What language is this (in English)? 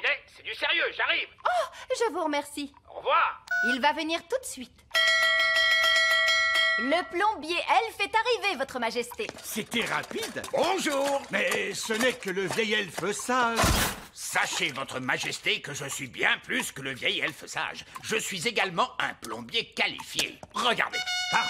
French